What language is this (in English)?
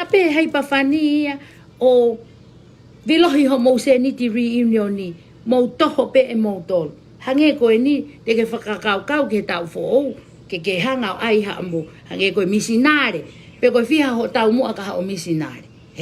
Tongan